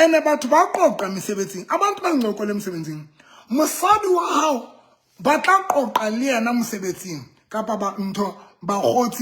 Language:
Southern Sotho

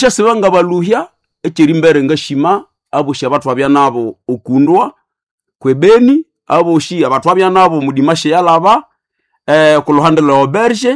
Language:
Nande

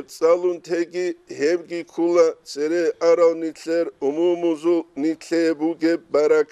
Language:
Avaric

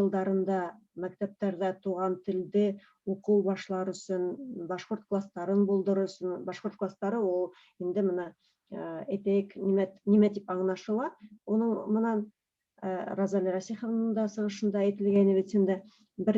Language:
Bashkir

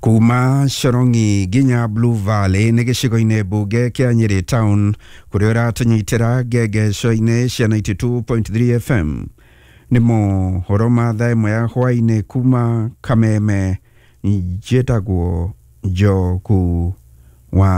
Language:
Kikuyu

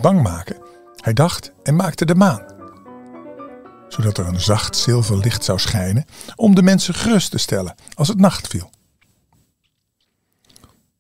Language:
Dutch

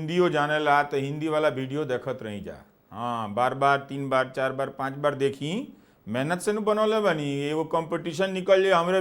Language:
Bhojpuri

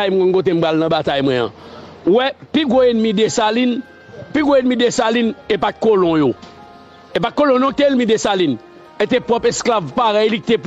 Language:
Haitian Creole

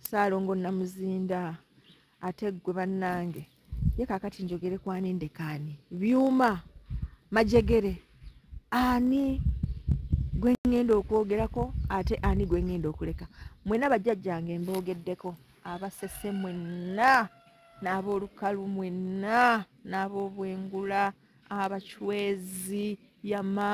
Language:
Ganda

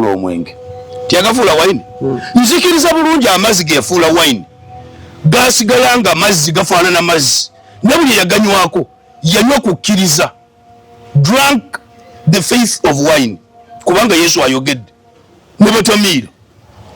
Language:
Ganda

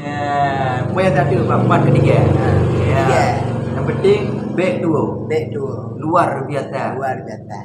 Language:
Achinese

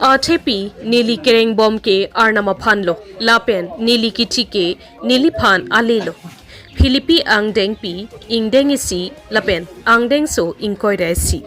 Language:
Karbi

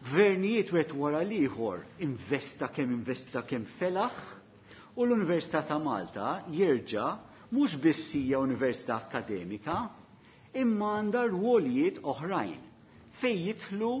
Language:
Maltese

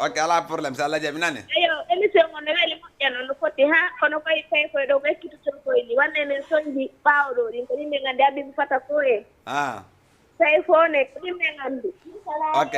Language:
Fula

